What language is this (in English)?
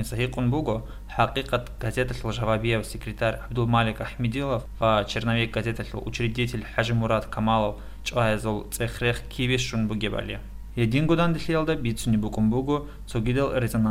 Avaric